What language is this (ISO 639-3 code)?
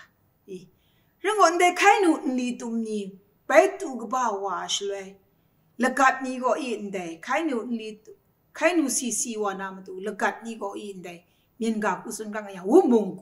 kac